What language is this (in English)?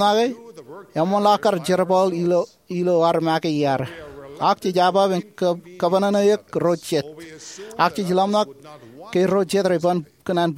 Marshallese